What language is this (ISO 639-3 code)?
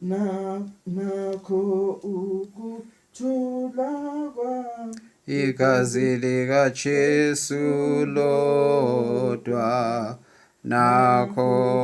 zul